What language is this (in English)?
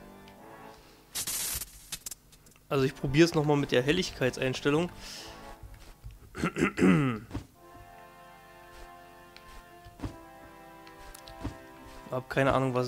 German